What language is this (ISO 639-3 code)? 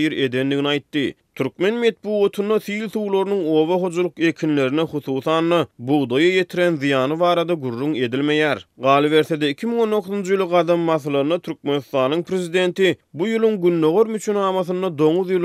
tuk